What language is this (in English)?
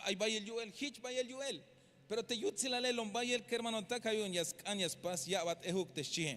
Tzeltal